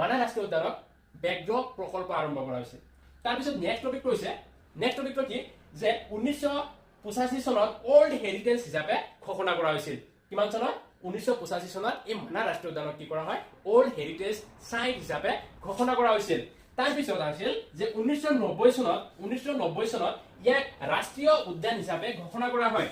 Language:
Assamese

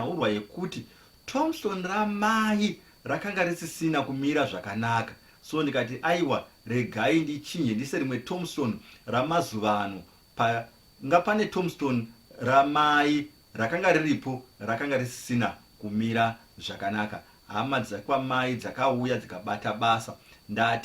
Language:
Shona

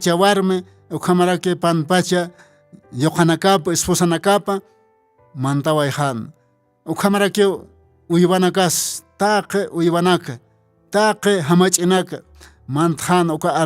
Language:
Aymara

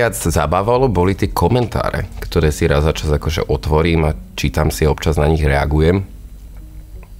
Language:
Slovak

